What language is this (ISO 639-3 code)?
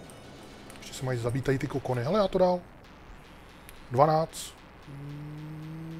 ces